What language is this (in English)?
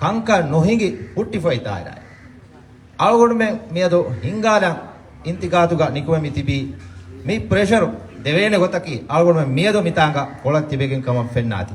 Divehi